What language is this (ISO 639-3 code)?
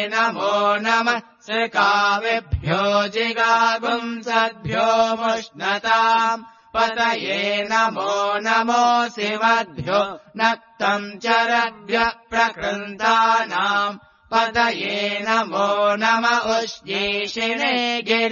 san